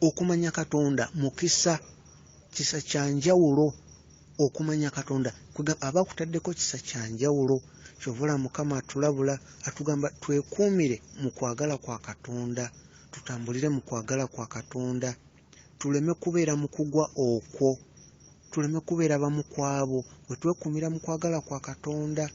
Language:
Ganda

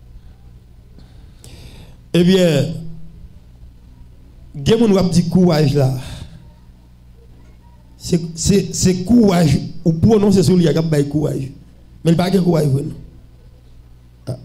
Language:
Haitian Creole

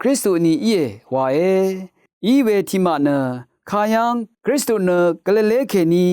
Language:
Rawang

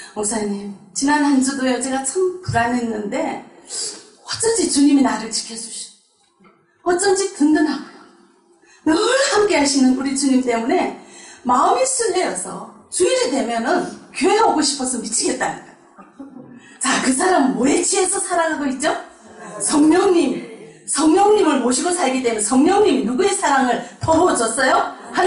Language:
Korean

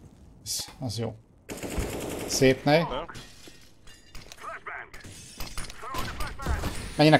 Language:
Hungarian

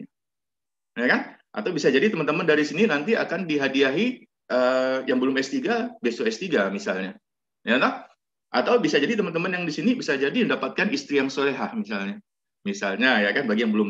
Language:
Indonesian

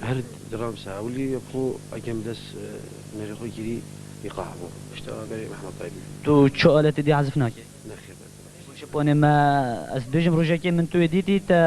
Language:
Kurdish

